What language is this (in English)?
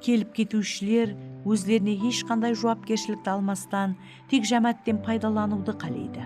Kara-Kalpak